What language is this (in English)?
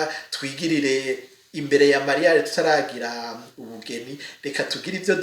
Rundi